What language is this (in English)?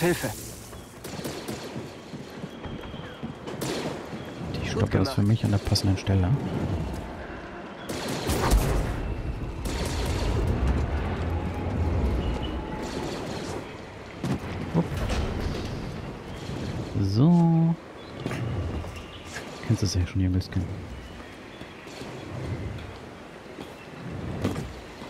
German